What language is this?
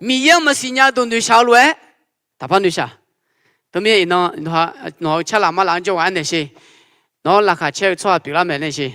Akha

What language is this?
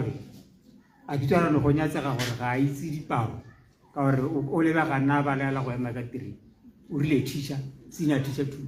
Tswana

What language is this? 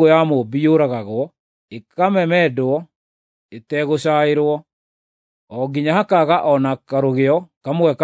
Kikuyu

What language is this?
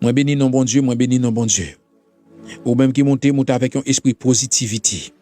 Haitian Creole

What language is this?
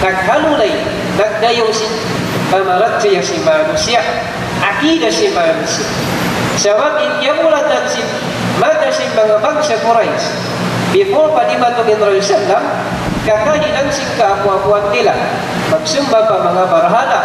Tausug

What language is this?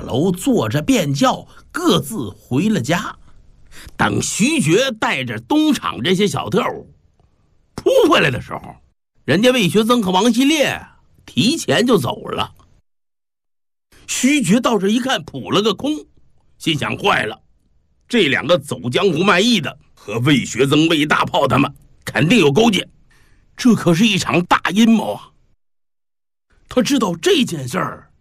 Chinese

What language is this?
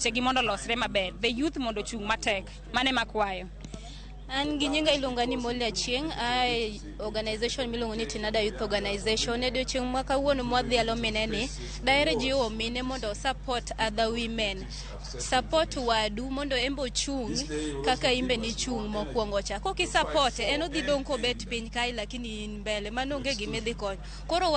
Luo (Kenya and Tanzania)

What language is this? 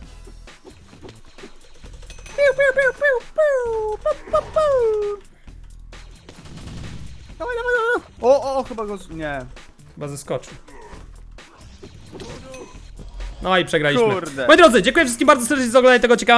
Polish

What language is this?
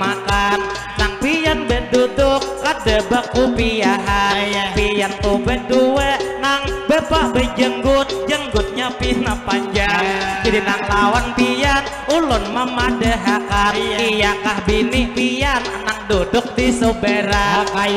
Banjar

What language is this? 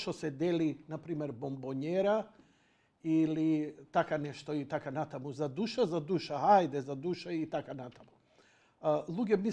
Macedonian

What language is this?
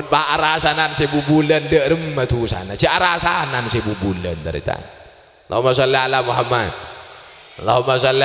Madurese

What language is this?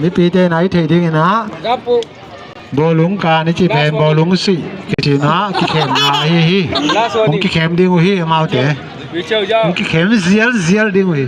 Tedim Chin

